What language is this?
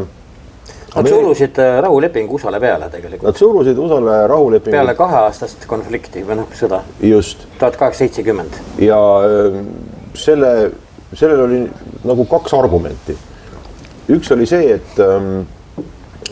Estonian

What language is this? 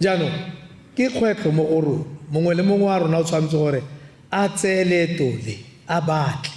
Tswana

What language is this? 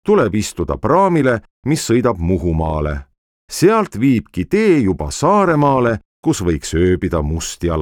Estonian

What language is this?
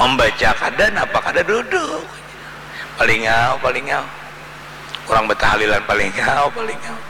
Banjar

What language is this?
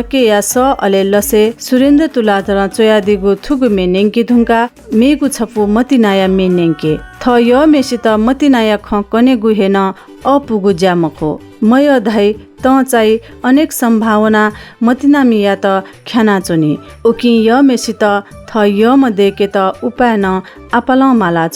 Newari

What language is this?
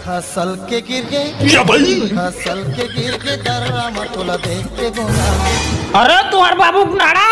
Chhattisgarhi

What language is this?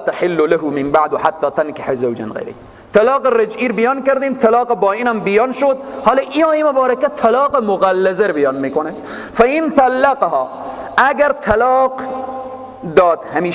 Persian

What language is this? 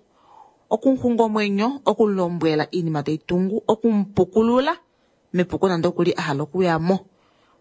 Kuanyama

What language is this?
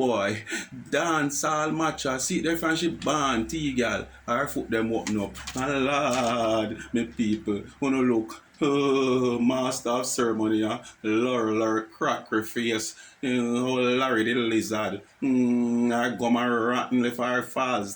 Jamaican Creole English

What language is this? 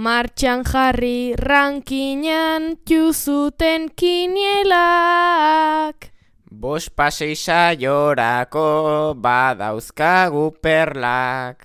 Basque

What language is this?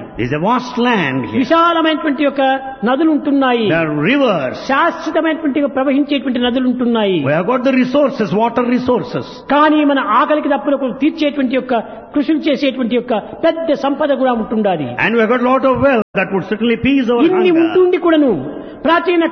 Telugu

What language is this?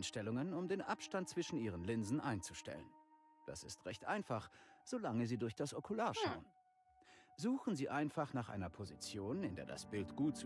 Bavarian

